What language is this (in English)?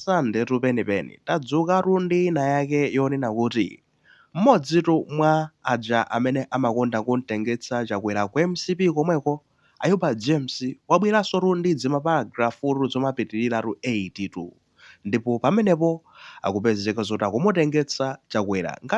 Nyanja